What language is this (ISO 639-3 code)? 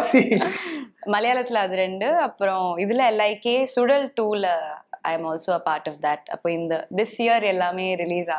tam